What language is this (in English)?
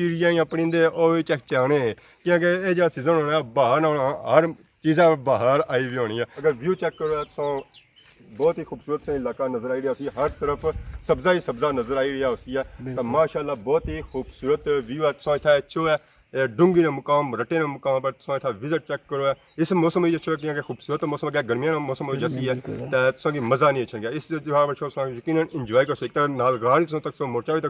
Pahari-Potwari